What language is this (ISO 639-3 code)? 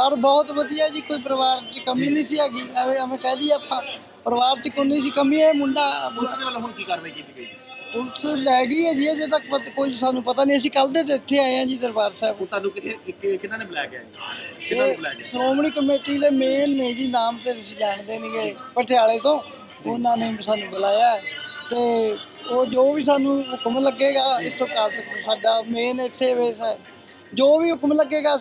pan